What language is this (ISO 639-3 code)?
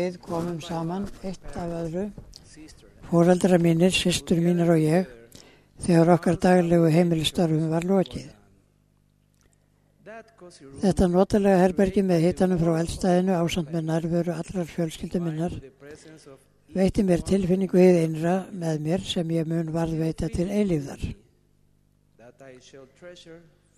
isl